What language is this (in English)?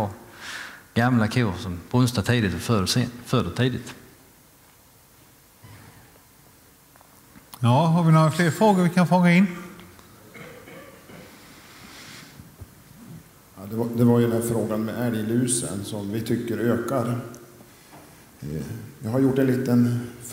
Swedish